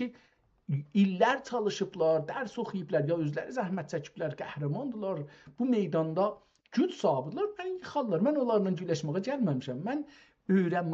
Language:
South Azerbaijani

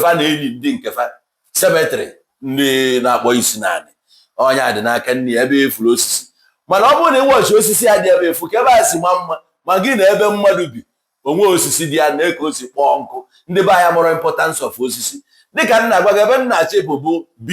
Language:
Igbo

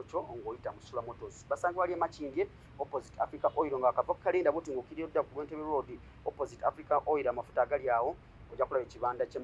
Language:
Ganda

